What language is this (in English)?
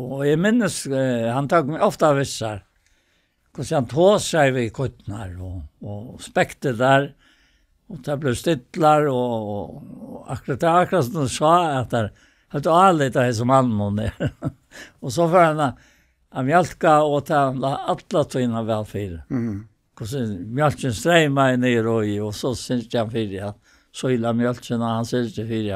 Faroese